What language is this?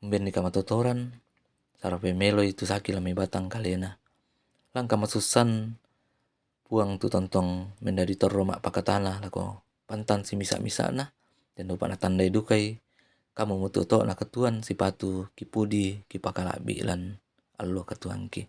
Toraja-Sa'dan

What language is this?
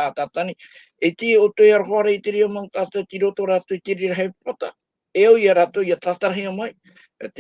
Tahitian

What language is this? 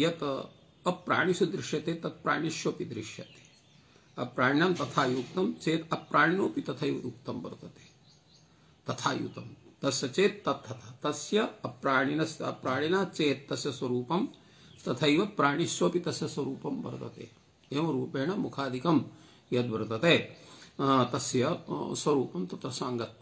Sanskrit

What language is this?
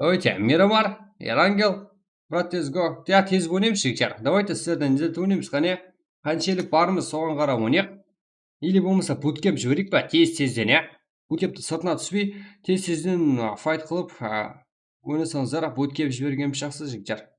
Kara-Kalpak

